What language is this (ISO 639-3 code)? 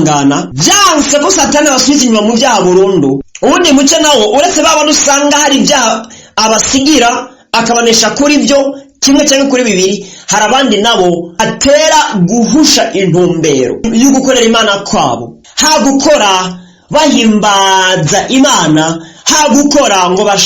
run